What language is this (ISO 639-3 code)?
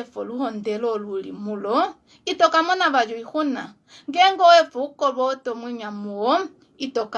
kua